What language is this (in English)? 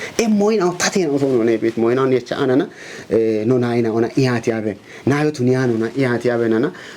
Kafa